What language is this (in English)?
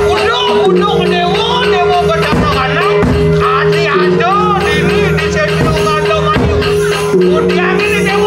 Balinese